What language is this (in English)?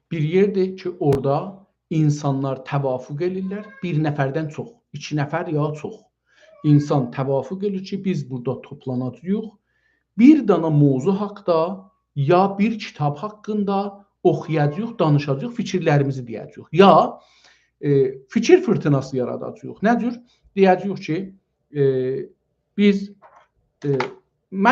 South Azerbaijani